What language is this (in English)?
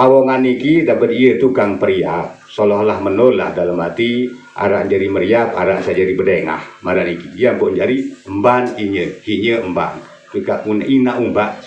Sasak